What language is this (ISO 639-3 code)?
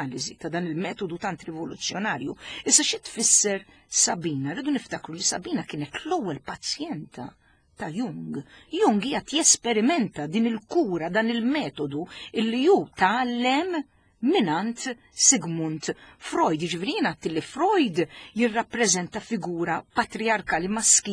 mlt